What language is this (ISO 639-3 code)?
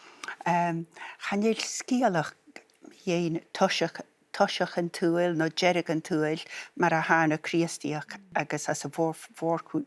gla